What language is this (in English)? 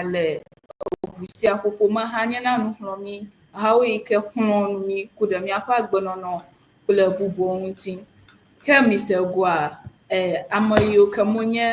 Ewe